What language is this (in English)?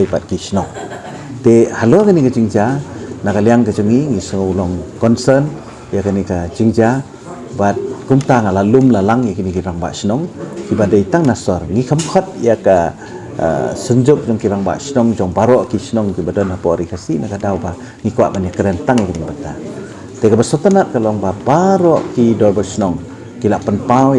Khasi